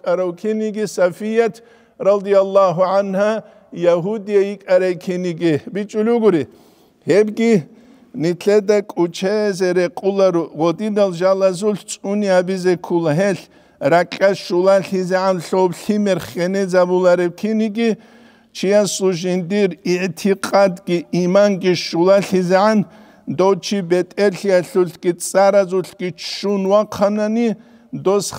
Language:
Avaric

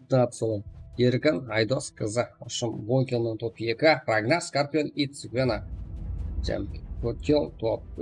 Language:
Kara-Kalpak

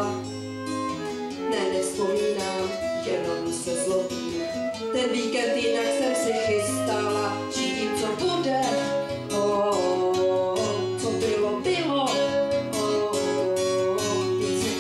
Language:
Czech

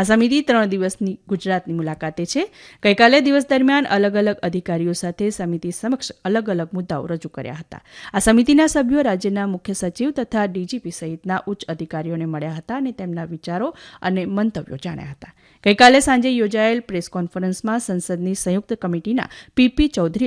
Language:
Gujarati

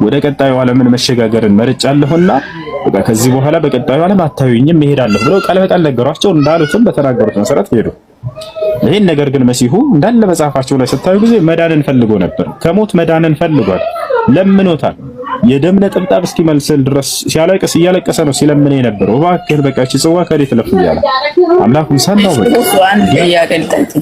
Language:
Amharic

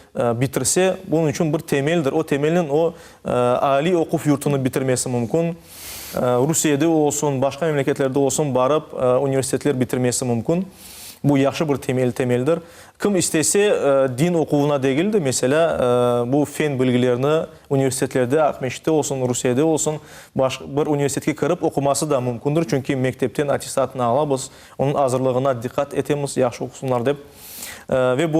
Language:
Crimean Tatar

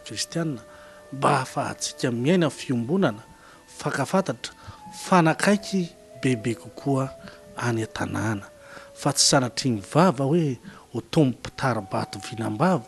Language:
Malagasy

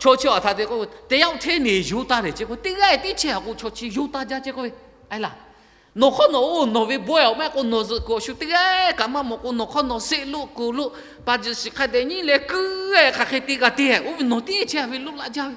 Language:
Lahu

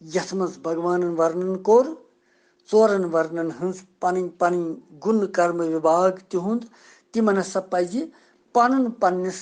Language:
Kashmiri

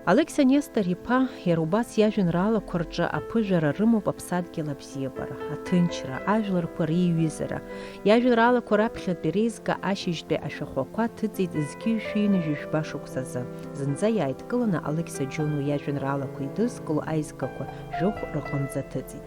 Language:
Abkhazian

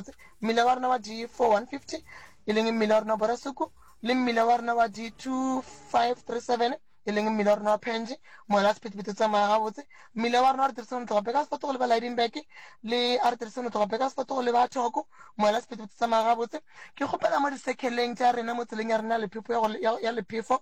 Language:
Northern Sotho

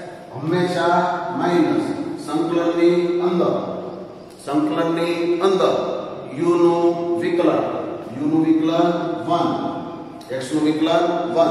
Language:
Gujarati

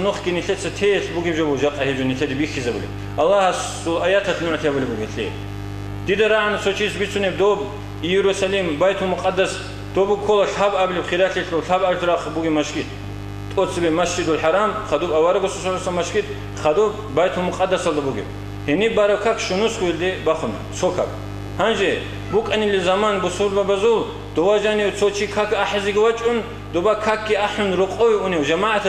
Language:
Avaric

